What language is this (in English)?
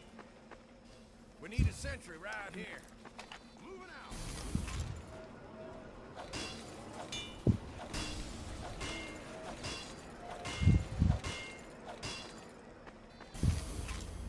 English